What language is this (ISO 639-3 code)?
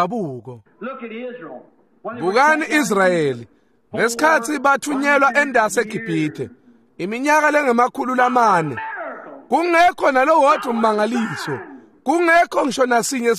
ssw